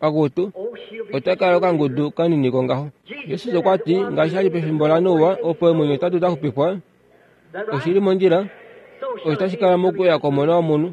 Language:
Kuanyama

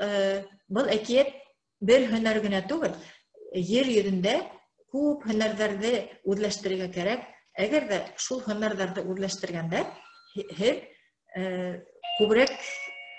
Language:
Bashkir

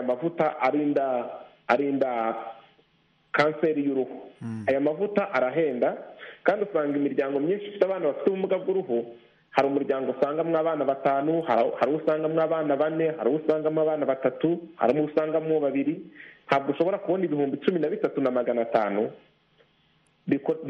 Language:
Kinyarwanda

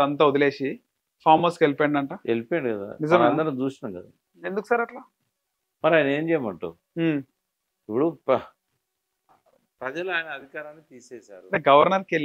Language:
Telugu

